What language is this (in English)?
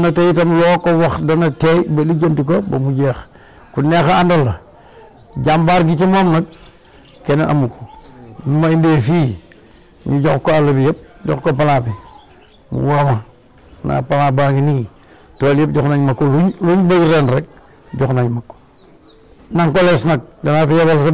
Wolof